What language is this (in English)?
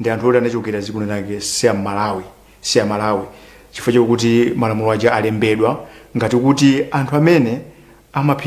Nyanja